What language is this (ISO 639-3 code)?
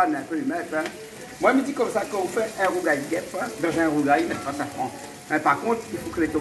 rcf